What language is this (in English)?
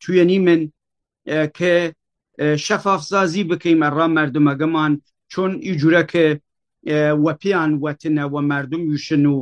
Kurdish